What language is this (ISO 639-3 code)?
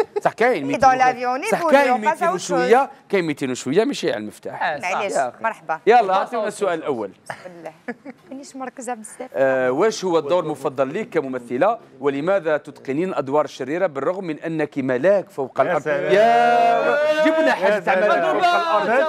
arq